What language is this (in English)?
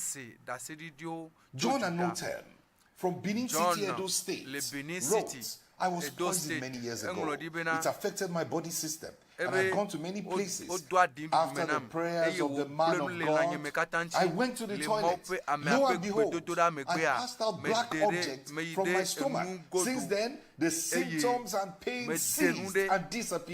Ewe